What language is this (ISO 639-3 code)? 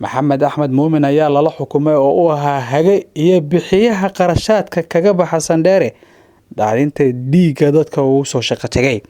som